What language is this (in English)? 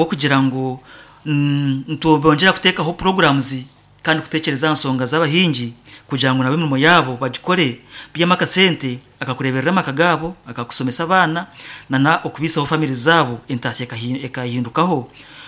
Nyankole